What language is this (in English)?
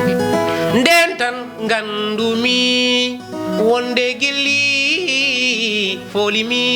Fula